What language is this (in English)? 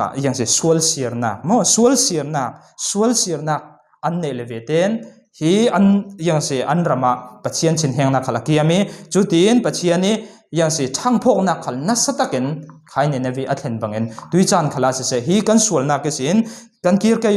Falam Chin